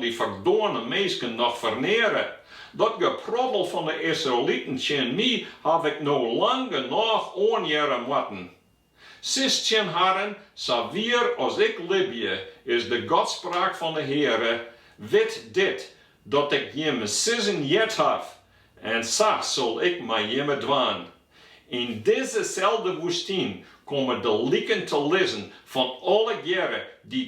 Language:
Western Frisian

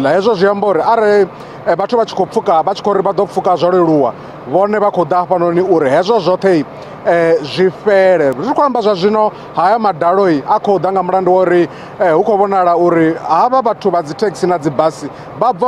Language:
Venda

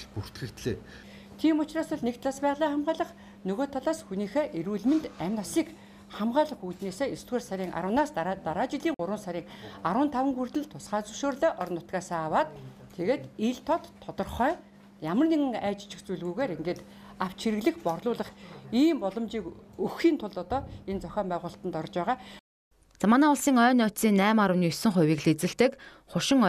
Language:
Mongolian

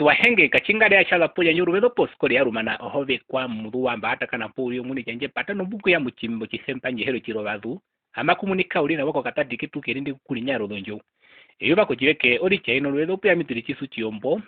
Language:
Herero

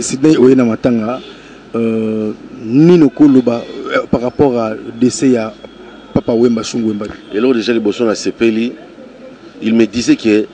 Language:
Lingala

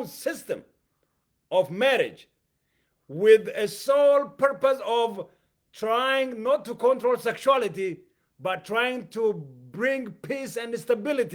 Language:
English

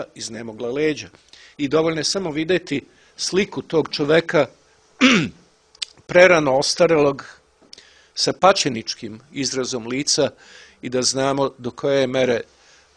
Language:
Serbian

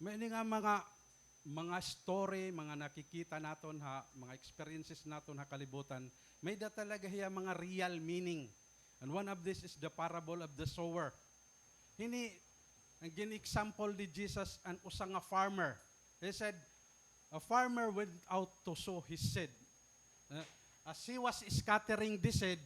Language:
Waray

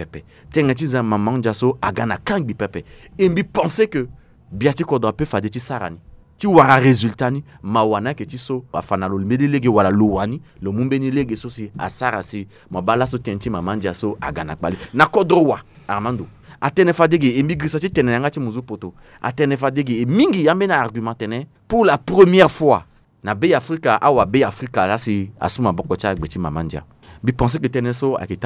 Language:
Sango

